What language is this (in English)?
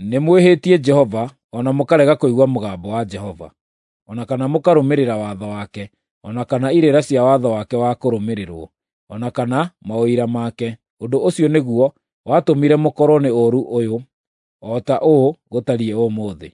Kikuyu